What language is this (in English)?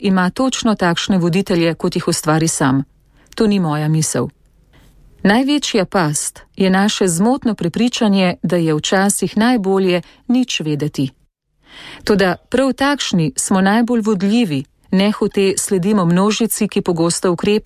Slovenian